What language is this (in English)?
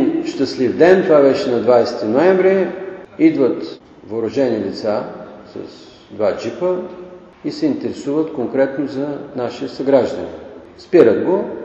Bulgarian